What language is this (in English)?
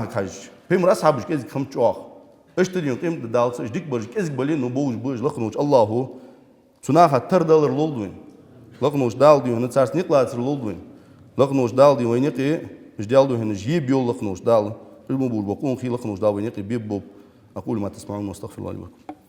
Ingush